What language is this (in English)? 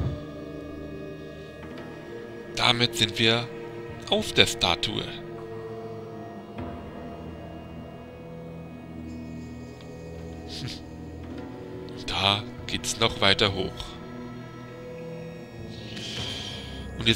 German